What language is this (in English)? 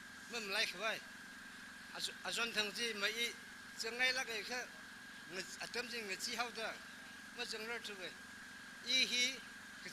Tangkhul Naga (India)